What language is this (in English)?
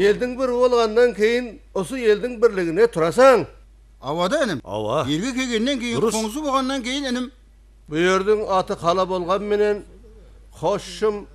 Kara-Kalpak